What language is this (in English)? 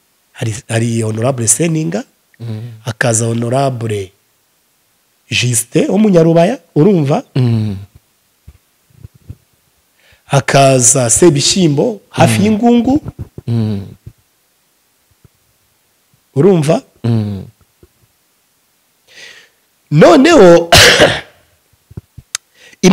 Kinyarwanda